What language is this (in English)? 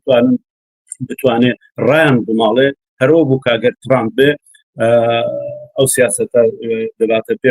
Central Kurdish